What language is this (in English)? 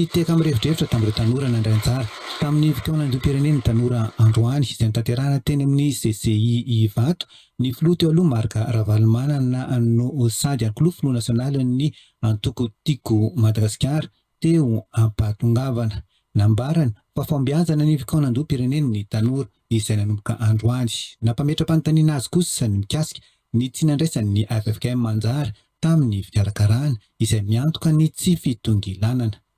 Malagasy